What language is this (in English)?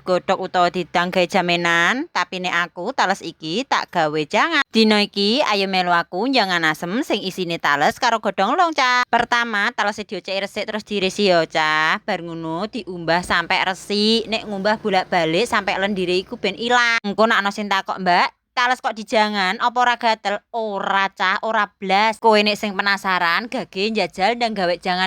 Javanese